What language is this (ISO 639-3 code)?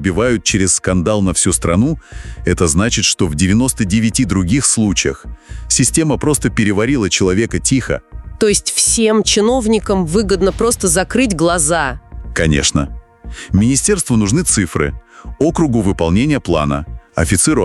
rus